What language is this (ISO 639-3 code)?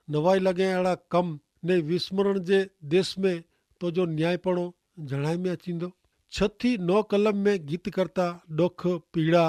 kfr